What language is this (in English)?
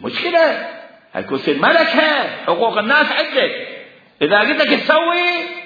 Mesopotamian Arabic